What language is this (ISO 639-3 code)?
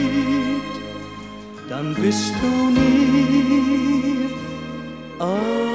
deu